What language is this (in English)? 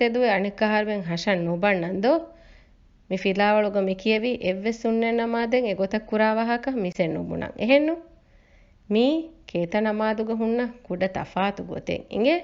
Divehi